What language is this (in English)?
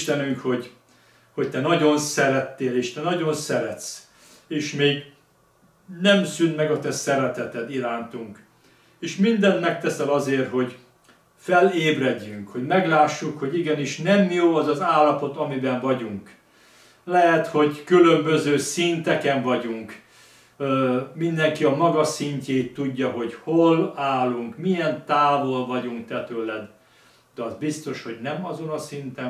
Hungarian